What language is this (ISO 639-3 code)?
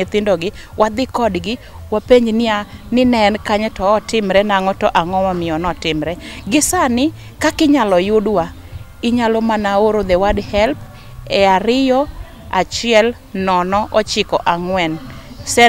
luo